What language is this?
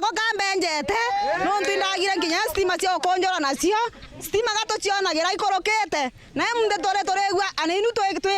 Meru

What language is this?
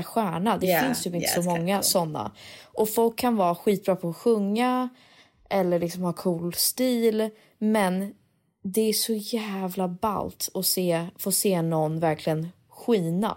Swedish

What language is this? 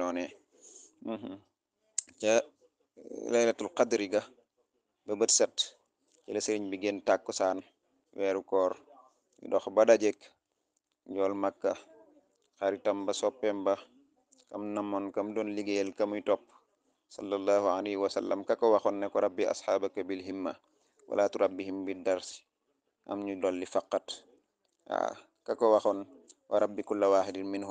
Wolof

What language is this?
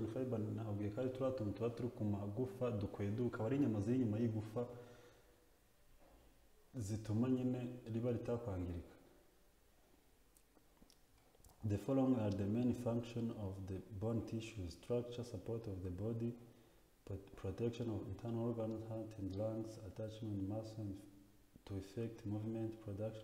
Kinyarwanda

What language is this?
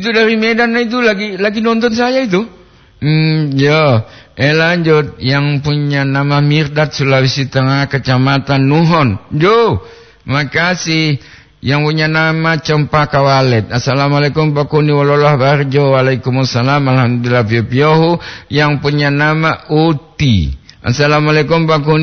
Gorontalo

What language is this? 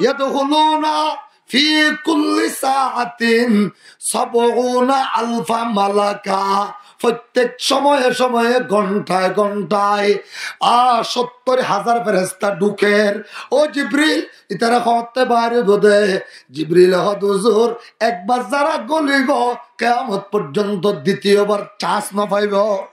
Rohingya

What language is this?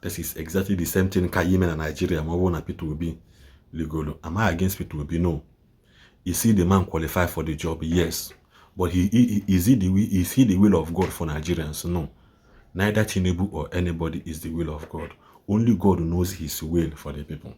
Igbo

